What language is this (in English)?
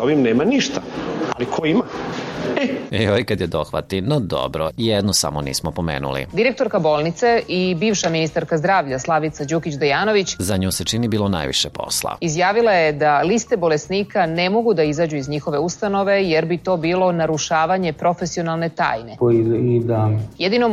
Serbian